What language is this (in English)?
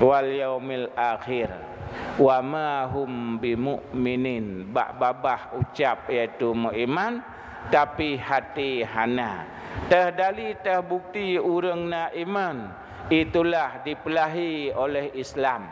Achinese